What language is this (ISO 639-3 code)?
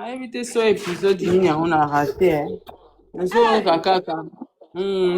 lin